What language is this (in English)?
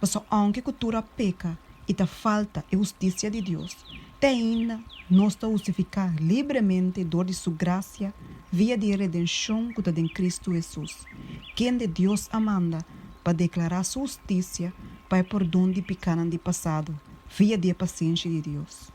Papiamento